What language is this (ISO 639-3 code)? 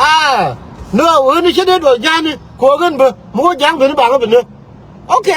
nus